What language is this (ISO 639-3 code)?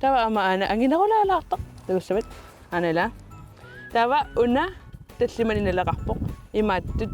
kal